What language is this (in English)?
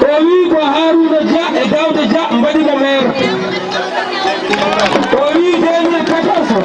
Fula